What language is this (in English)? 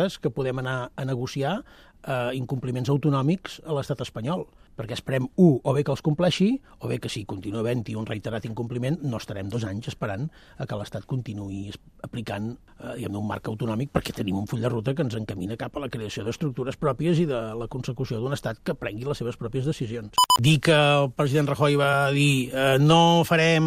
Catalan